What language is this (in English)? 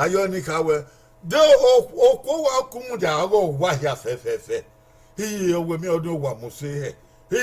Bini